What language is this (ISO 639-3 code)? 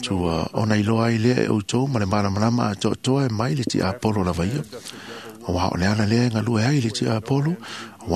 smo